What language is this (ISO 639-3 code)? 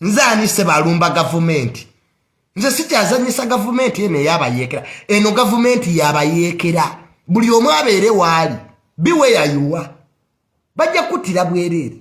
lug